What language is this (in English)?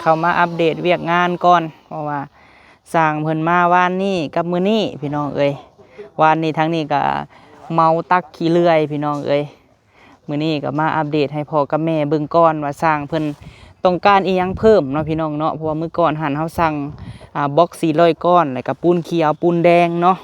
Lao